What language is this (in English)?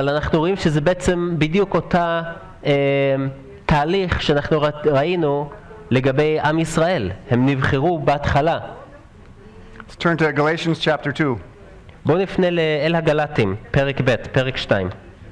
Hebrew